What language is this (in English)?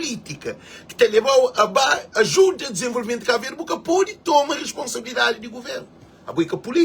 Kabuverdianu